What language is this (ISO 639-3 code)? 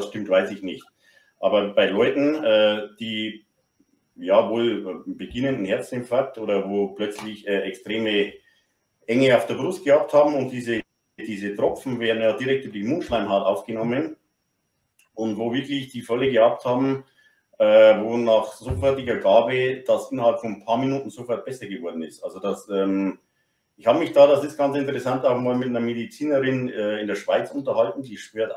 deu